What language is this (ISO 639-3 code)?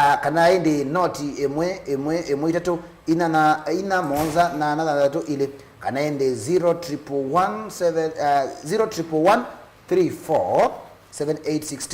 kam